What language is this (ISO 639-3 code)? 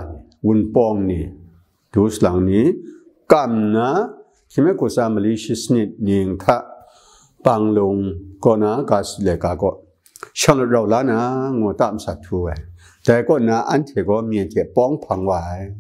kac